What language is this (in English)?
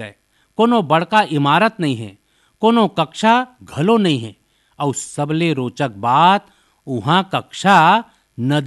Chhattisgarhi